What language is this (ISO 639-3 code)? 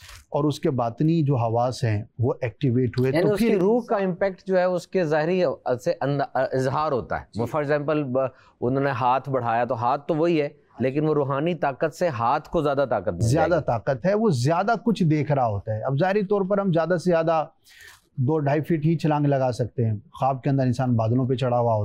urd